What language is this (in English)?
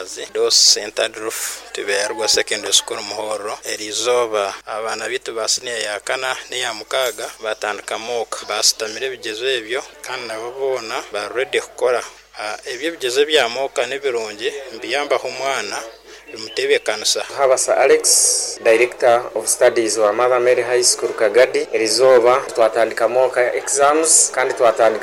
Nyoro